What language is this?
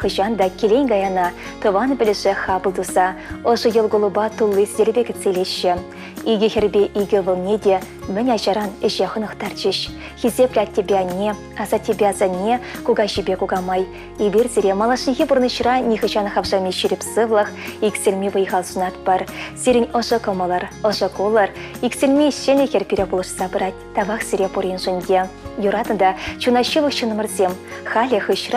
Chuvash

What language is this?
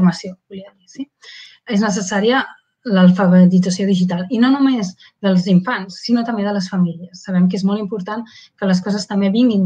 Catalan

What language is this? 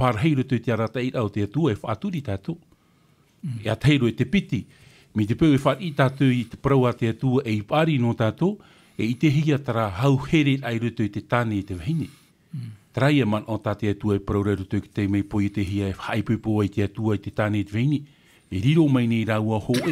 Tahitian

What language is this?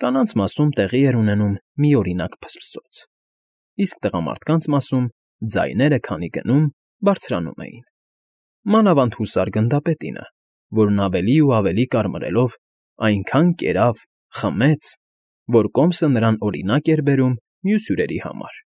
Armenian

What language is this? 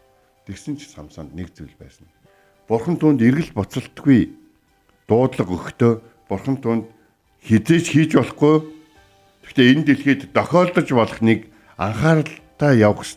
Mongolian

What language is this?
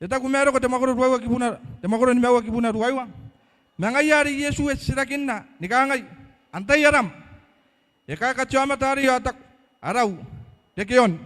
Gilbertese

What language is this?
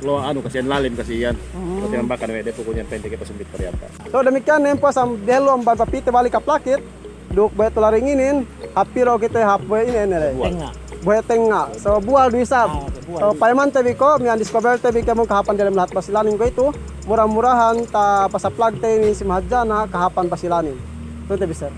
Yakan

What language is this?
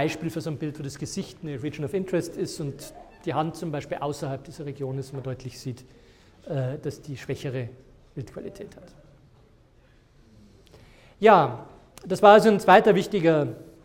German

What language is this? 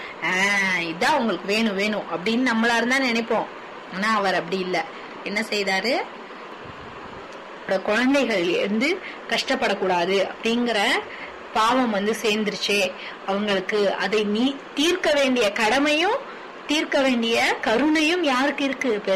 Tamil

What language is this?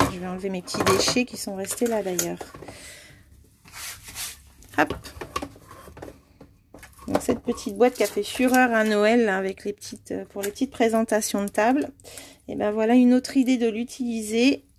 French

